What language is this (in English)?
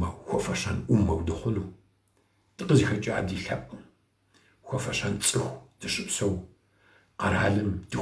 Kabardian